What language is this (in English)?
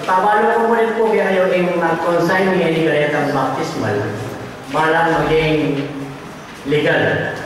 Pampanga